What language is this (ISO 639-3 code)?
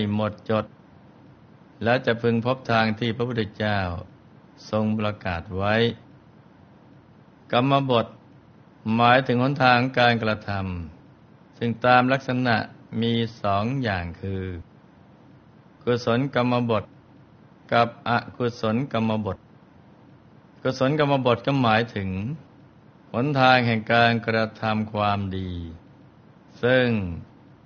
tha